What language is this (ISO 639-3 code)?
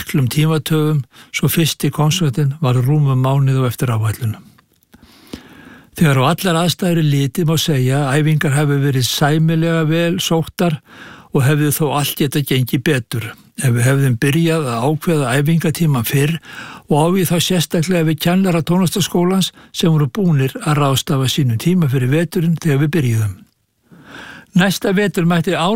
isl